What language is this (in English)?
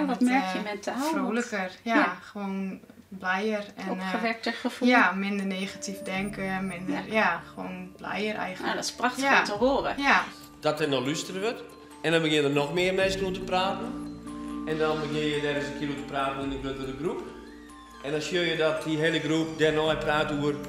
Western Frisian